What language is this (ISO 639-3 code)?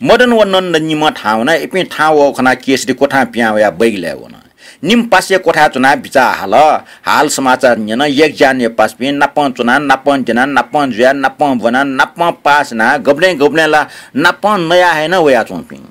new